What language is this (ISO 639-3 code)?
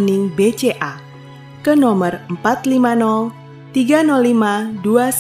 akg